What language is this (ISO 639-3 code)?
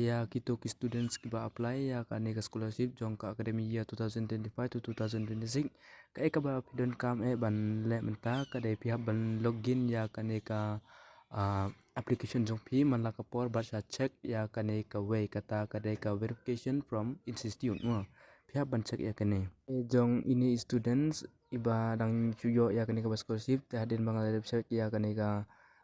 kha